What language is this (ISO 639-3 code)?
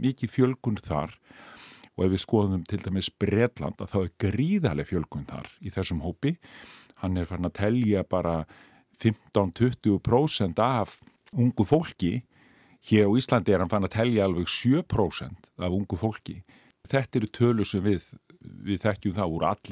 isl